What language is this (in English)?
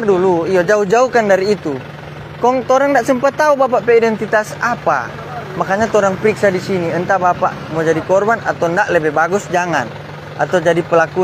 Manado Malay